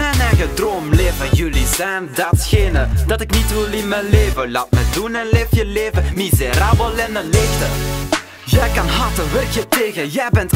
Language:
Dutch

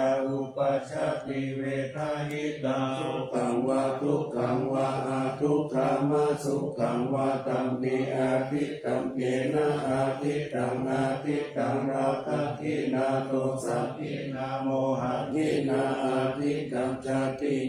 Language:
Pali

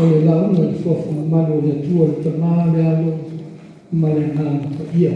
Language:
Samoan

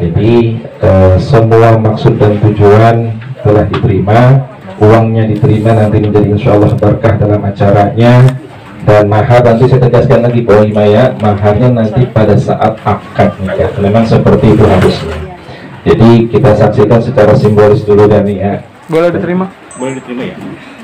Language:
Betawi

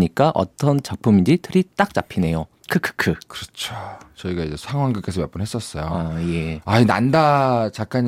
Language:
Korean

